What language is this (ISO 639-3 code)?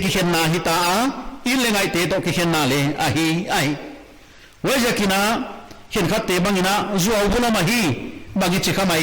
pck